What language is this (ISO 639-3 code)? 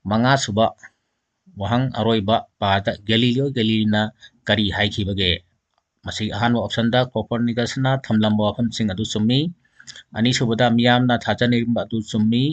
mni